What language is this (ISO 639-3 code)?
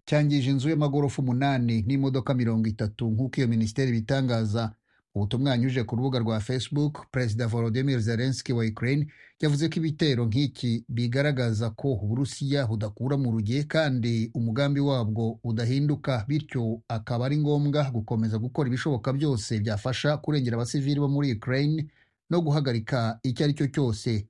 kin